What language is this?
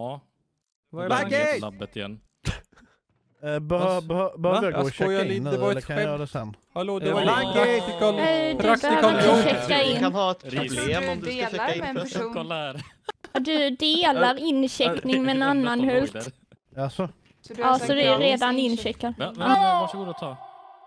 Swedish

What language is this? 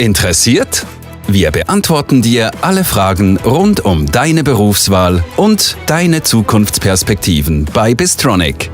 Swiss German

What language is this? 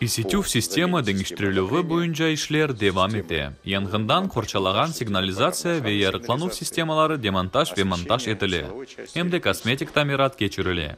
Crimean Tatar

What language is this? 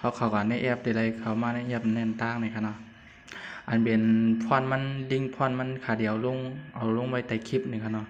Shan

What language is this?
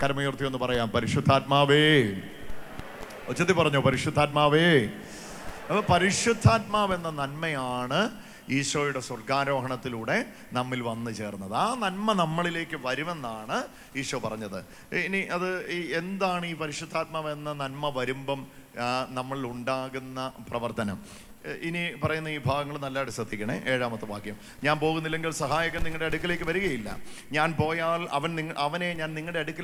Malayalam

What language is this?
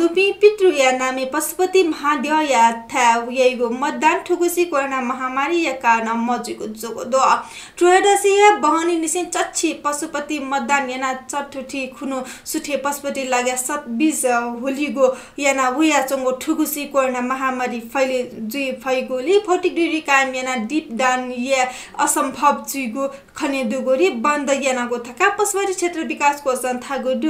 Newari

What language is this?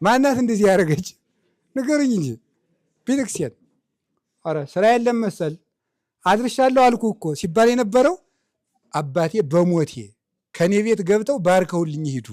Amharic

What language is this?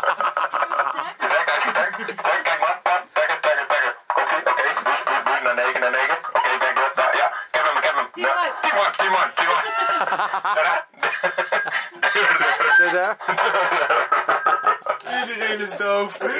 Dutch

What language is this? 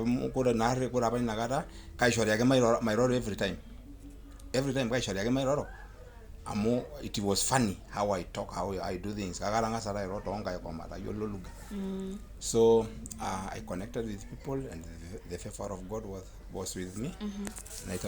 Masai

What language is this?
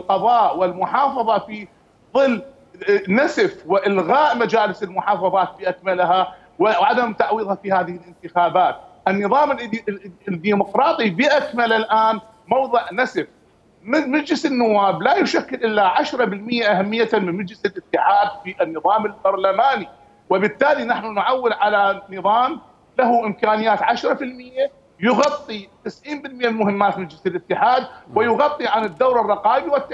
Mesopotamian Arabic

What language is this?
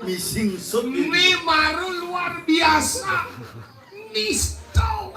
Balinese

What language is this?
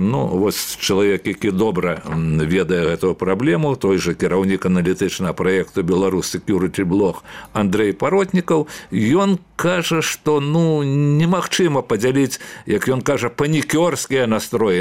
Belarusian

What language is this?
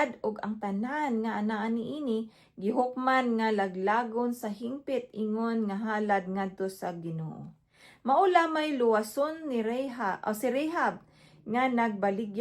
Cebuano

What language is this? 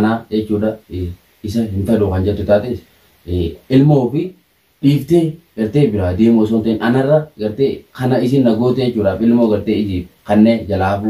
Oromo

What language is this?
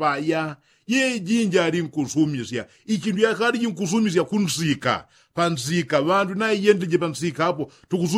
Yao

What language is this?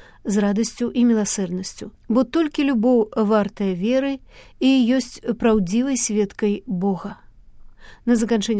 Belarusian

